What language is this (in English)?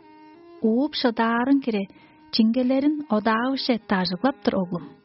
Tuvinian